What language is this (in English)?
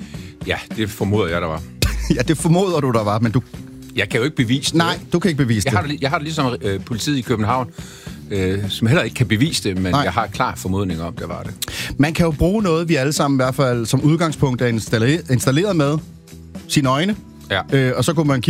Danish